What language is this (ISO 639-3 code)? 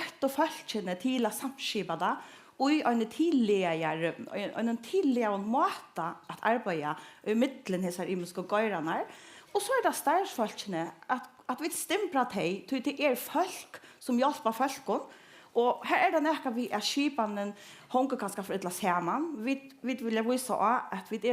fao